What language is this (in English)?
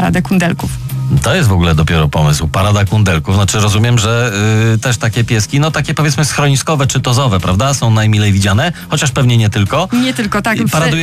Polish